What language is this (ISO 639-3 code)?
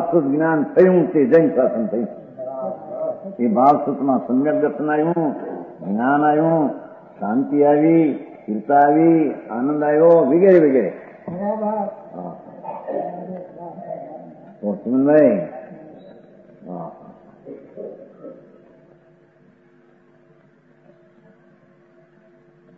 guj